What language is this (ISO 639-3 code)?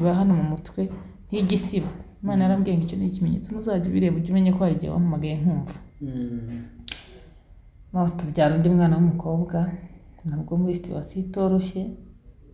kin